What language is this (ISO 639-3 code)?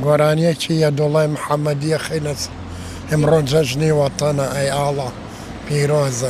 ckb